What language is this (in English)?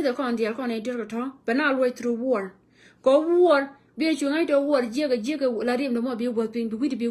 Nuer